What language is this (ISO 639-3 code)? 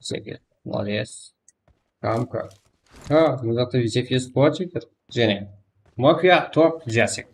kaa